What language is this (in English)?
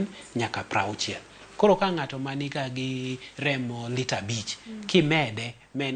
Luo (Kenya and Tanzania)